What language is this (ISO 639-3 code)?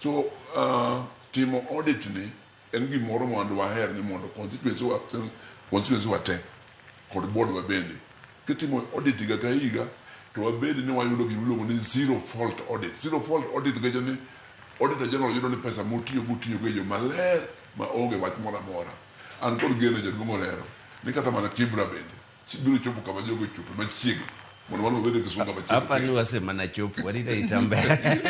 luo